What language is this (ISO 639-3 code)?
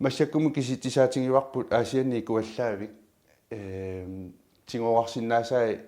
kal